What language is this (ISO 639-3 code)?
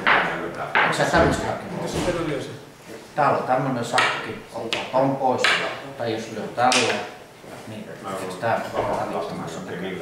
fin